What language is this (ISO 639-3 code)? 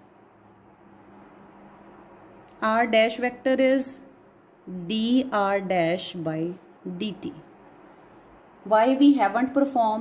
eng